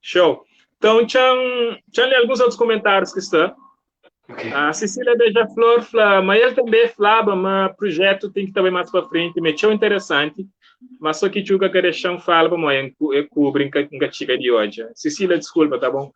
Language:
Kabuverdianu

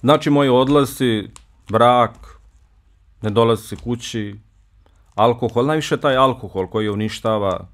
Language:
Bosnian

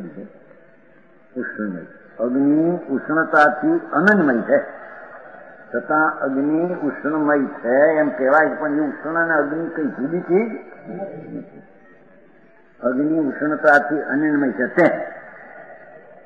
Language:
Gujarati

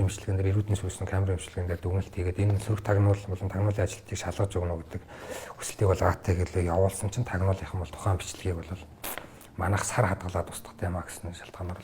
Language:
Mongolian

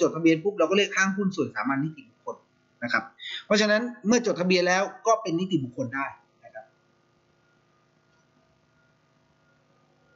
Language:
Thai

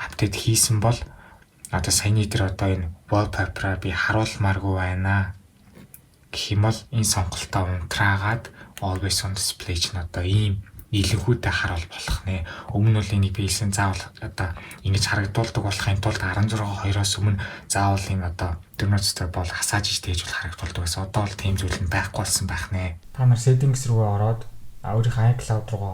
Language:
Mongolian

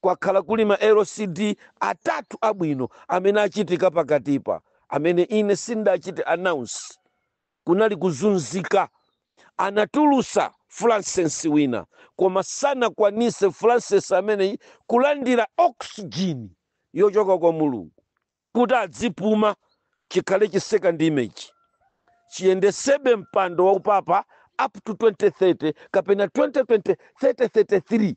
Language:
Nyanja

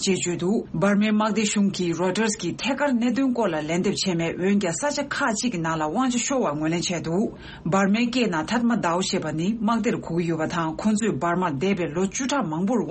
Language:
Tibetan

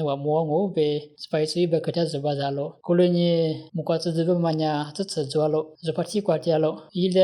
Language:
Lisu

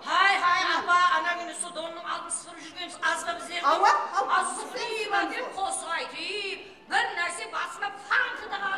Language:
Kara-Kalpak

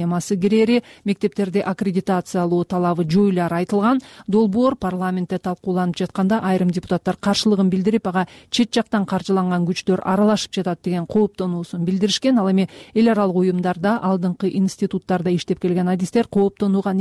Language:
Kyrgyz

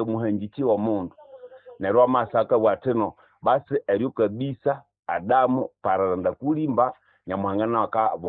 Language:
Nande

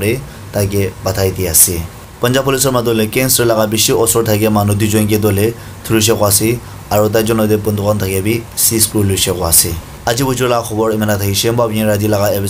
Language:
Naga Pidgin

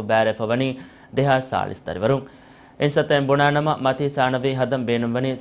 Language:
Divehi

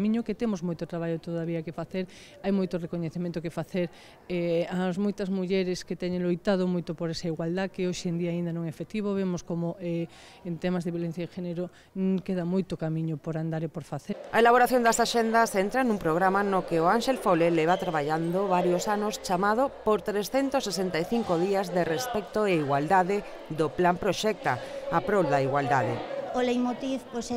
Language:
Galician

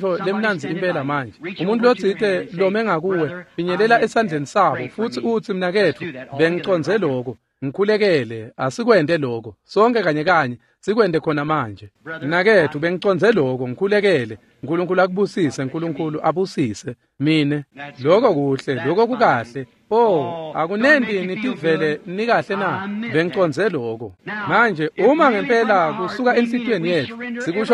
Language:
Swati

